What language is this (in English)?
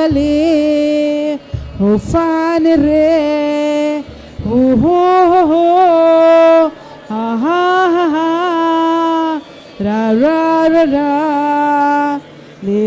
Tem